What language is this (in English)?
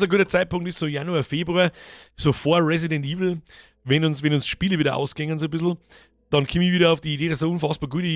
Bavarian